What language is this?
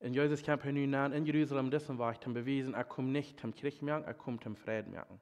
Plautdietsch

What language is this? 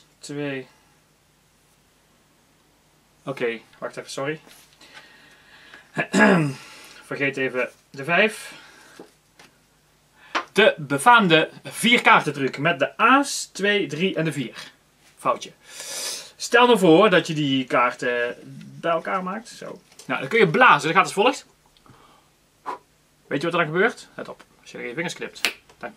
Dutch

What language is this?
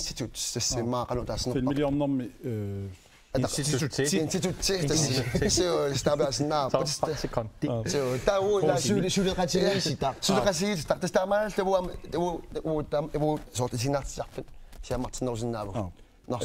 Kalaallisut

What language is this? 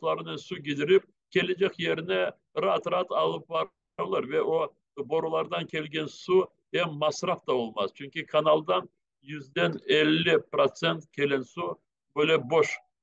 Crimean Tatar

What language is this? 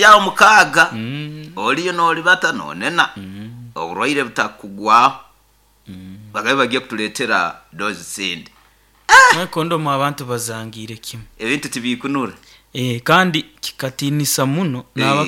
Nyoro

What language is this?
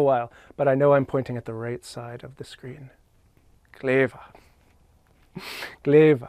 Scottish Gaelic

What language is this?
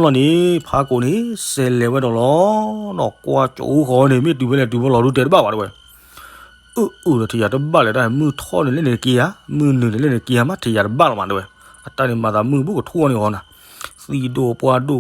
S'gaw Karen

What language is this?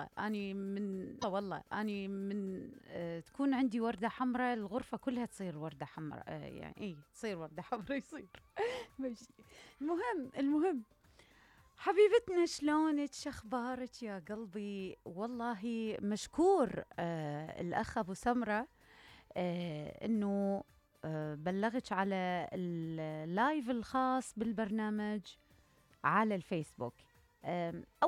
Mesopotamian Arabic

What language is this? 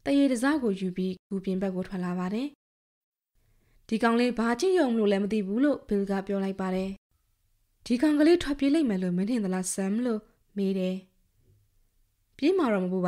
Burmese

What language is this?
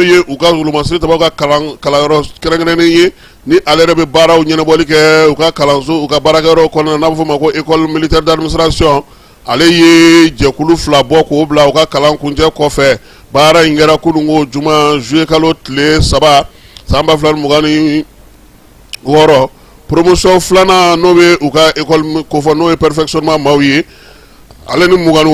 Bambara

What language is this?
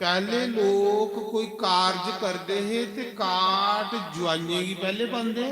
Dogri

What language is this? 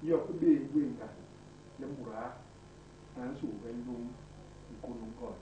Basaa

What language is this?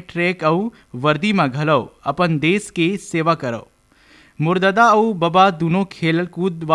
Chhattisgarhi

